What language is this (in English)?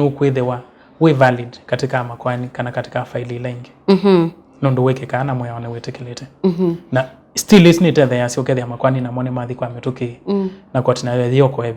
Kamba